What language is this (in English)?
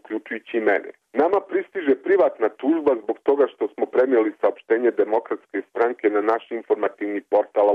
Serbian